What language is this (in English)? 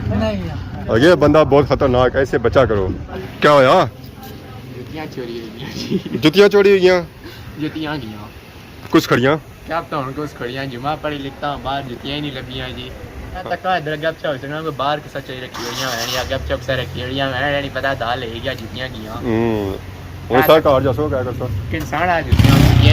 Pahari-Potwari